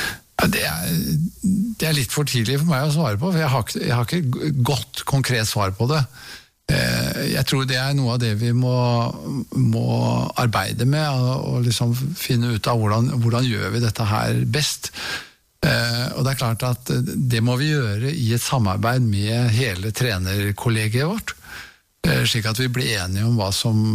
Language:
Norwegian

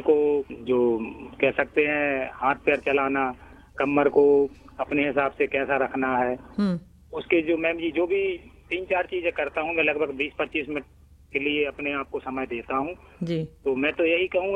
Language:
Hindi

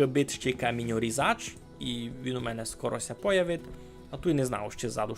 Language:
Rusyn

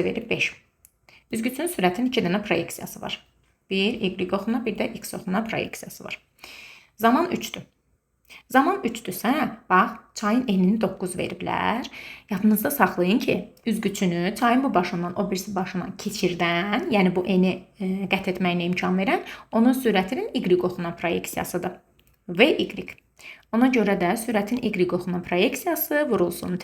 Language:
Azerbaijani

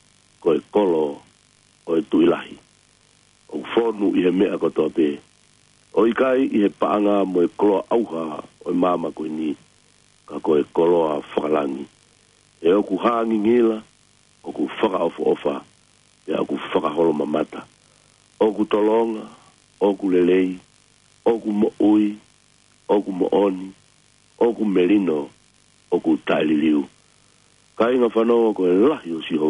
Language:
Tongan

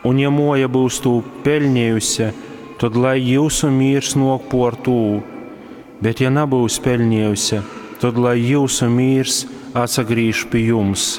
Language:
Latgalian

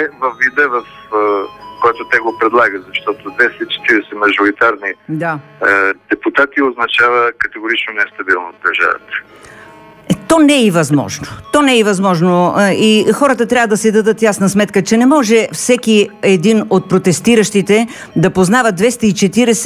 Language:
Bulgarian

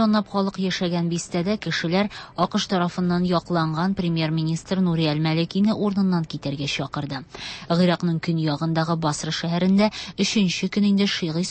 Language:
Tatar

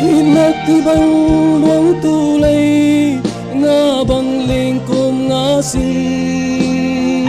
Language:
Falam Chin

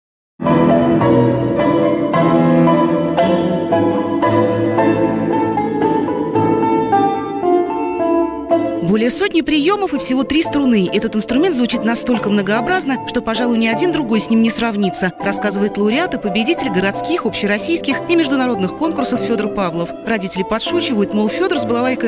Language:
Russian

